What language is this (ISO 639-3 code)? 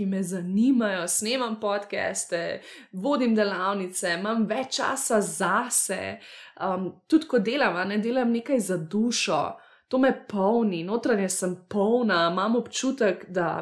slv